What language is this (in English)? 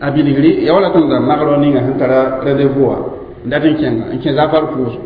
Mossi